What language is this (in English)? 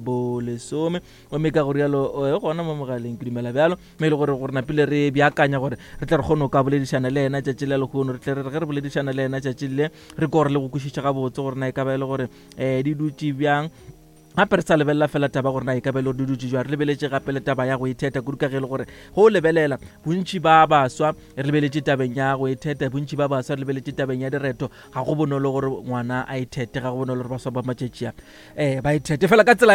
Northern Sotho